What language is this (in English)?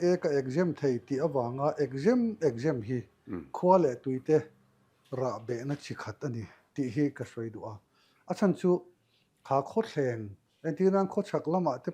Mizo